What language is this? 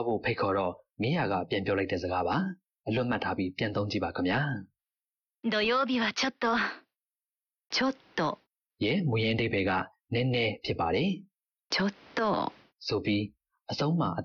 Burmese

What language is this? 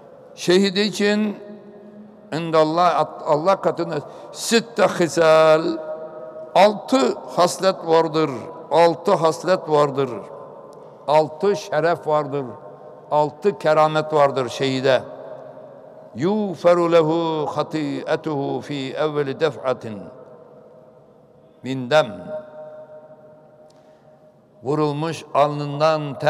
Turkish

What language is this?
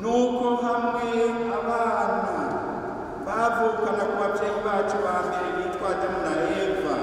Rundi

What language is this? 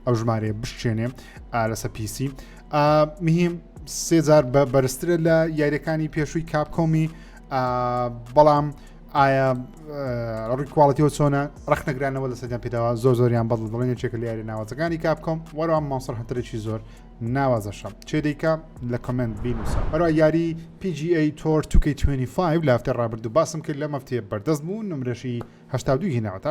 Central Kurdish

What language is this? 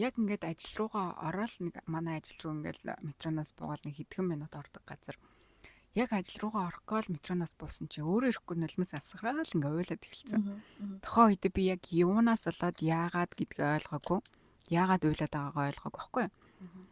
Mongolian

